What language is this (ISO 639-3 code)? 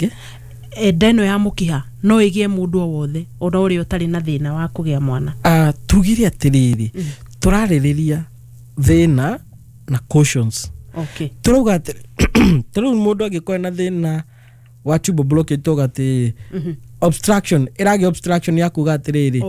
kik